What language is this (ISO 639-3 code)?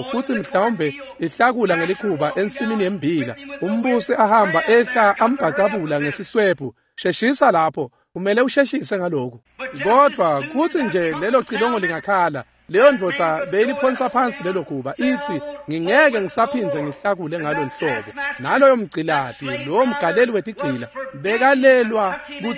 ssw